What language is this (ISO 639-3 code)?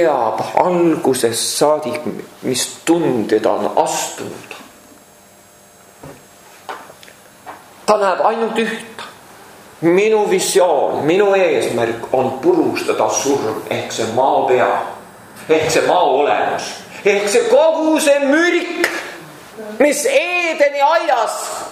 est